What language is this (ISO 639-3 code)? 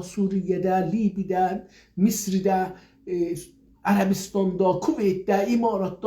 azb